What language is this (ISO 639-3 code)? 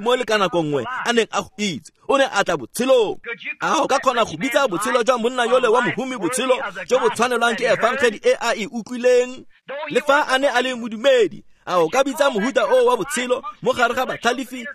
tsn